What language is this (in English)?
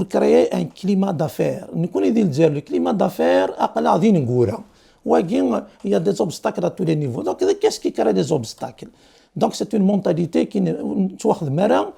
Kabyle